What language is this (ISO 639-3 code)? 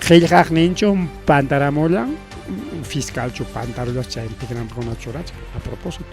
quy